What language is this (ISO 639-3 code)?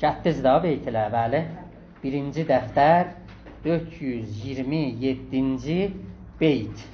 azb